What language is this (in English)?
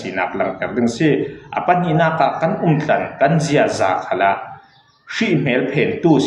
Falam Chin